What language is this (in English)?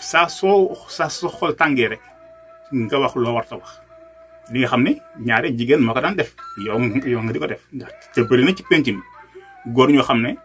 Wolof